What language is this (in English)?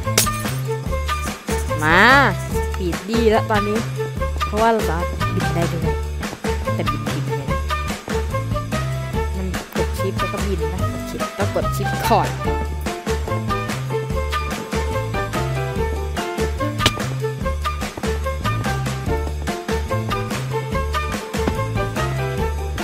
Thai